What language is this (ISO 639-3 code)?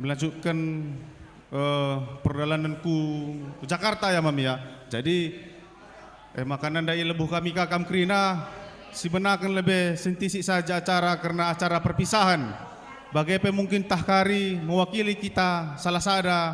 btx